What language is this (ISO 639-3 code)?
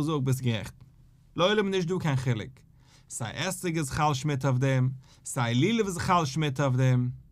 yid